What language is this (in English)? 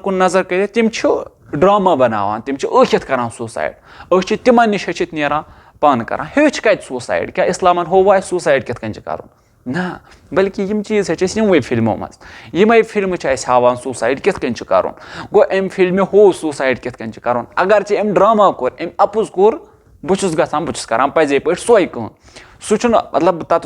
Kashmiri